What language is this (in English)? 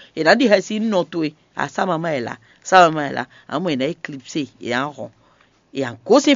Fon